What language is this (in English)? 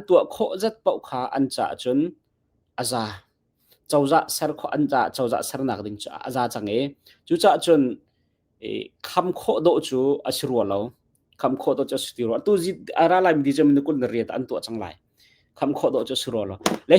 Hakha Chin